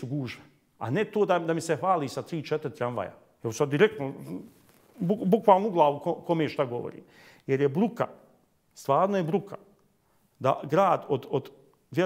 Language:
Bosnian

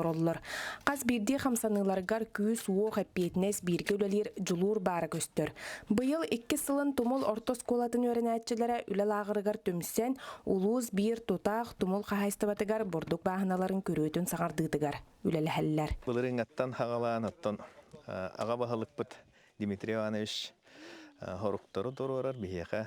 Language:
Yakut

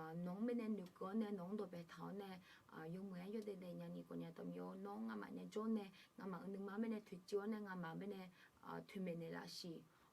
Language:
Akha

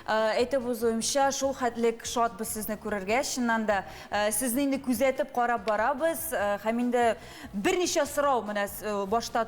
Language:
Tatar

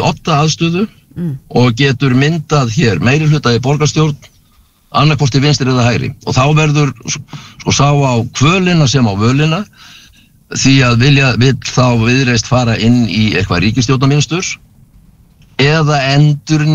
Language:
Icelandic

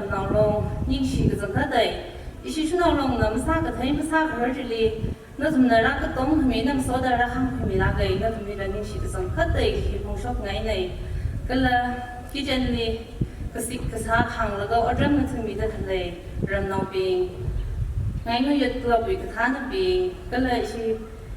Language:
Tangkhul Naga (India)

